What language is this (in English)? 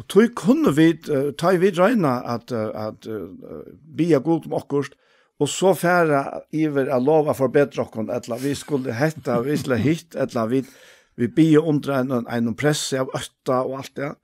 Faroese